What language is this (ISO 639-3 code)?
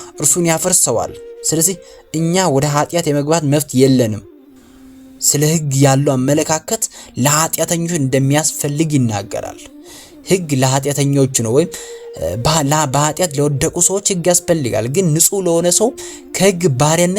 amh